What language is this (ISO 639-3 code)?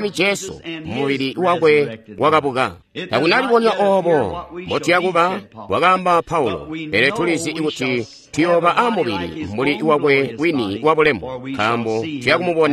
toi